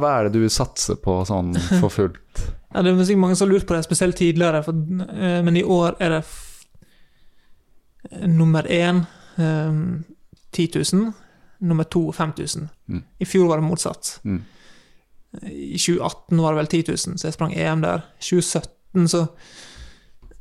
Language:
Norwegian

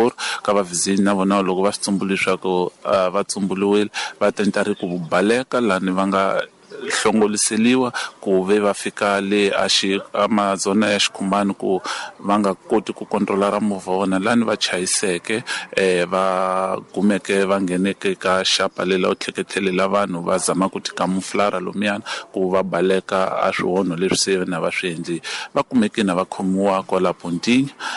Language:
Tsonga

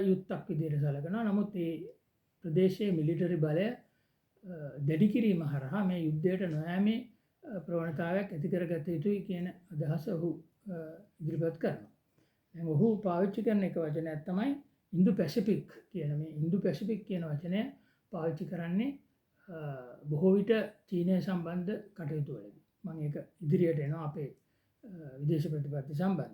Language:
Sinhala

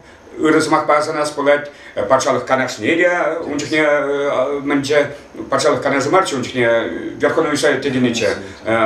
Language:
Chuvash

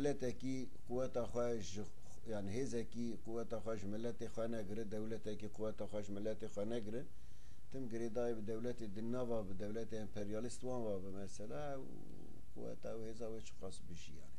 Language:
Kurdish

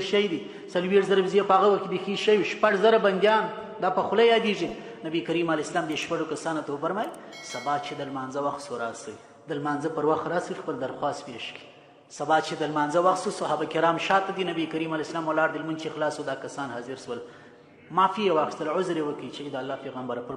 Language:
Pashto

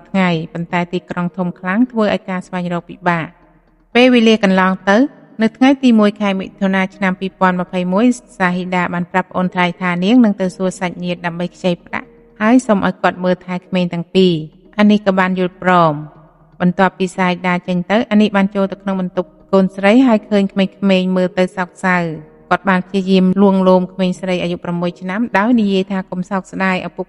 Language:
Khmer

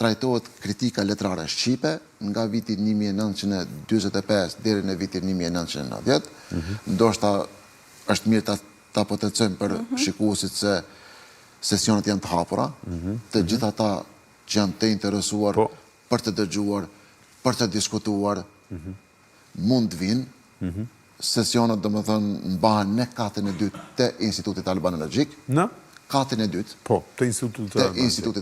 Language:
Albanian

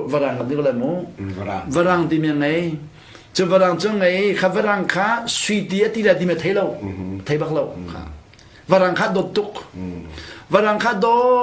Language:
Hakha Chin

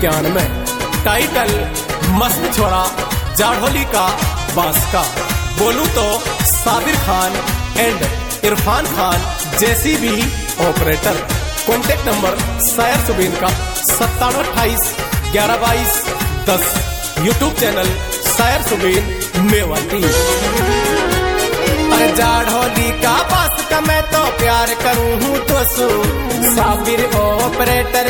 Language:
Haryanvi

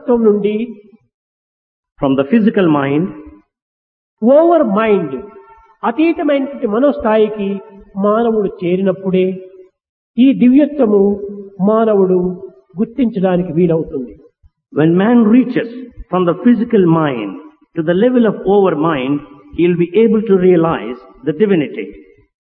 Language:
Telugu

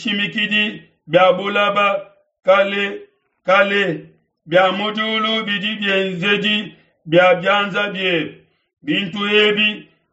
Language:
Luba-Lulua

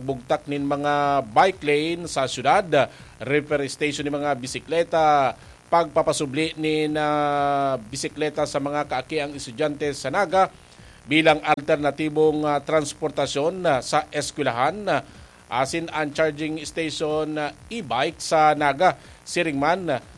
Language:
Bikol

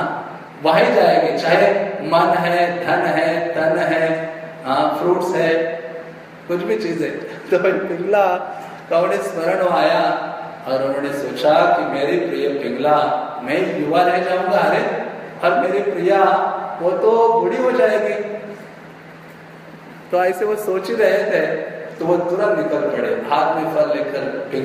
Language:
Hindi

